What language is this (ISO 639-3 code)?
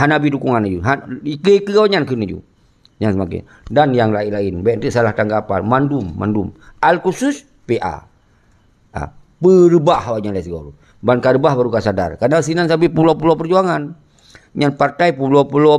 ace